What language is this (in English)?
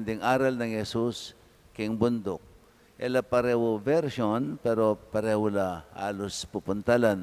Pampanga